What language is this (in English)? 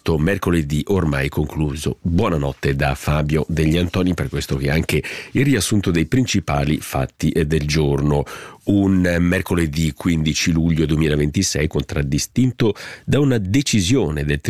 Italian